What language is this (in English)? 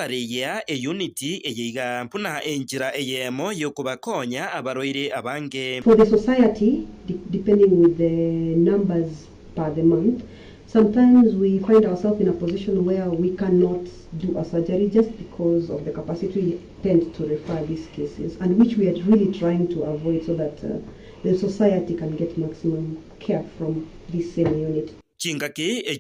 Gusii